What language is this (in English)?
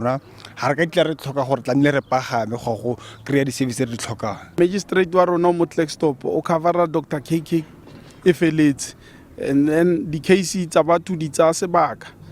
Tswana